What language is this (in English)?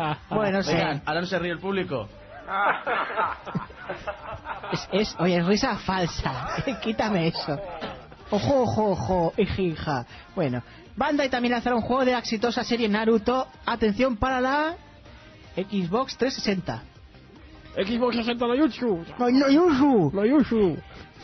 Spanish